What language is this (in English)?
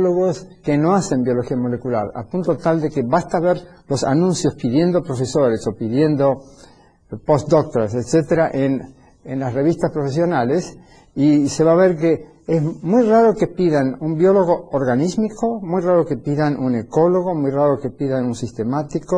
Spanish